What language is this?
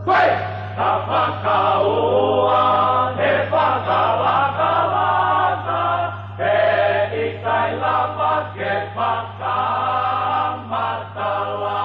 Tongan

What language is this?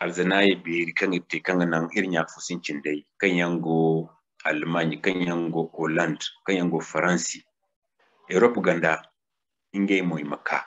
Zarma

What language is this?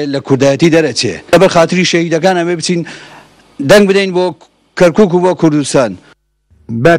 Central Kurdish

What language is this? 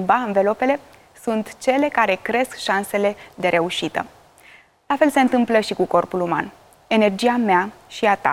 Romanian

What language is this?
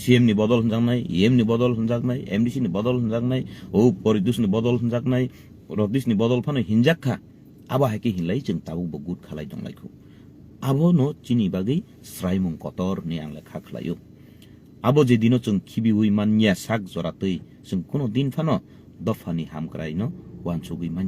Kok Borok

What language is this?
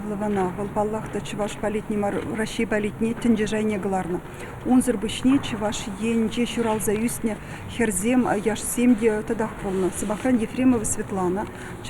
Chuvash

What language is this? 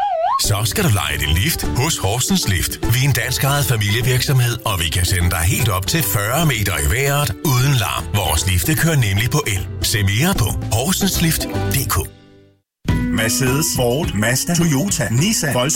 Danish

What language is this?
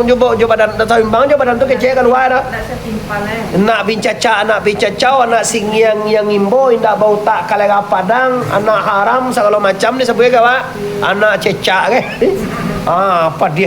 Minangkabau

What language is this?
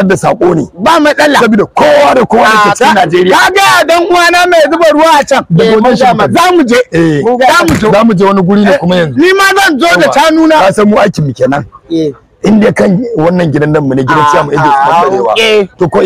Hausa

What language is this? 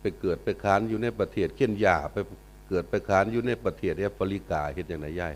Northeastern Thai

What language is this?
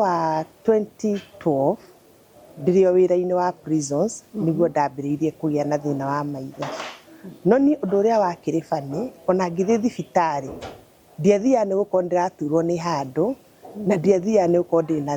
Kikuyu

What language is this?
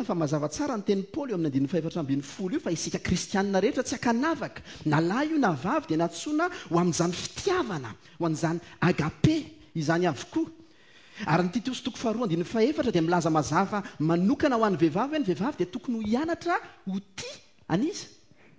Malagasy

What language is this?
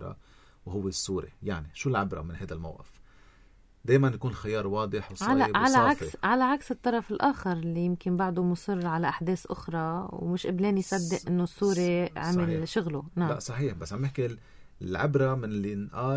North Levantine Arabic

